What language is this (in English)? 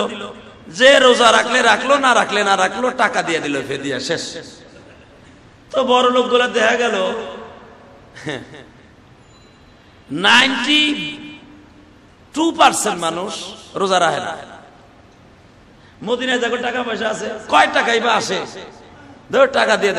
Bangla